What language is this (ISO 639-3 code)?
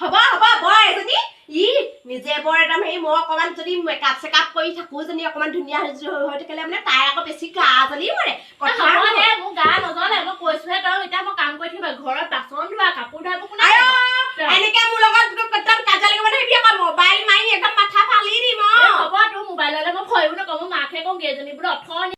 asm